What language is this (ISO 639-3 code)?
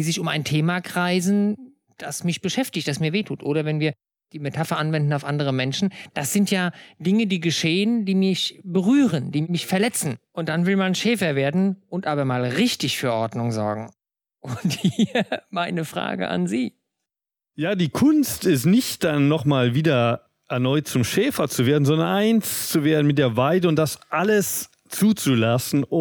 deu